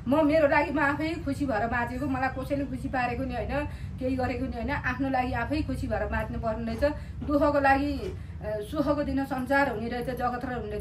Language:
Nepali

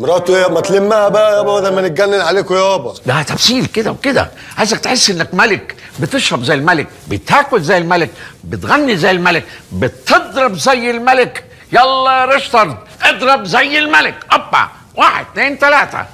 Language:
Egyptian Arabic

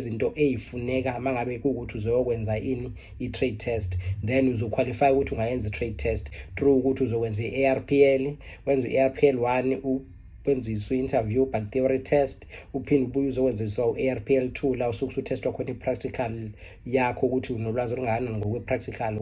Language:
Zulu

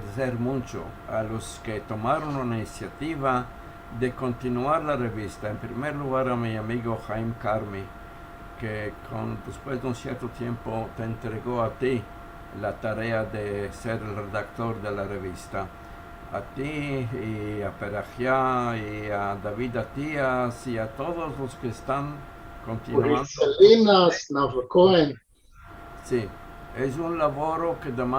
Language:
Ladino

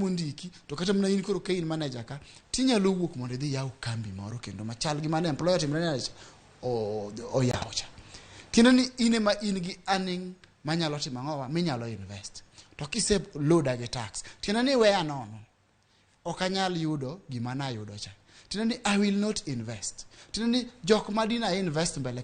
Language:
Luo (Kenya and Tanzania)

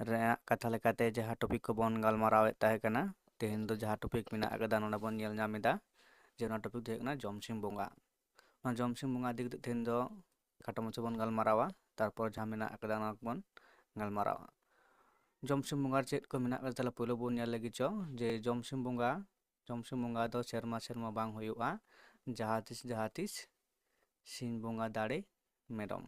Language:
Santali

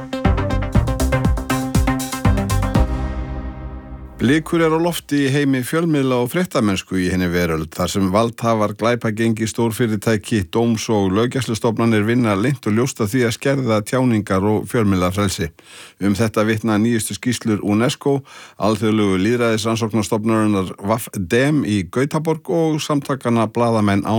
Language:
Icelandic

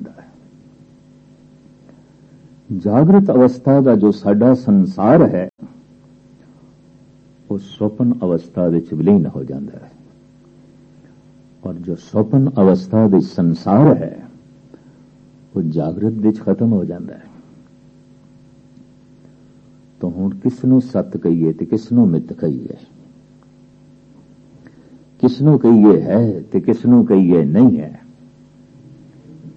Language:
Punjabi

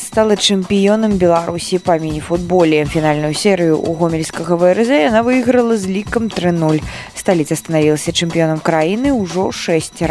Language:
Belarusian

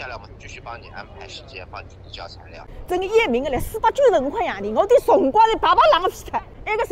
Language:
Wu Chinese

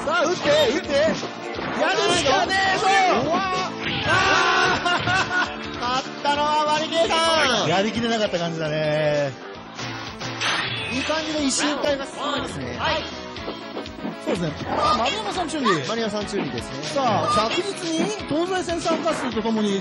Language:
Japanese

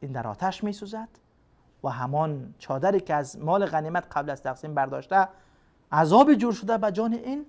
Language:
Persian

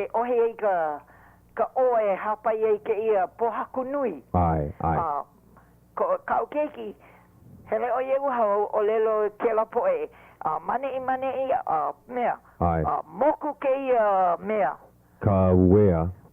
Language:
Hawaiian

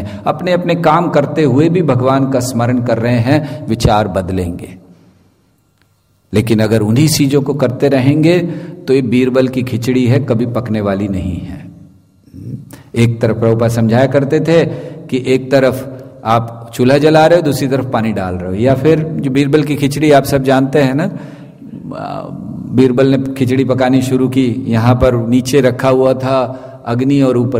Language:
Hindi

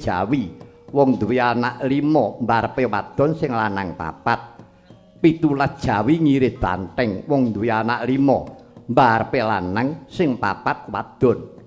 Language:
Javanese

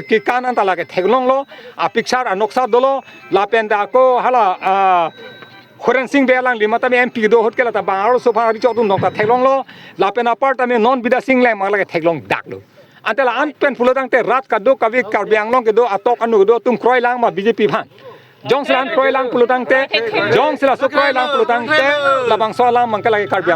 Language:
Karbi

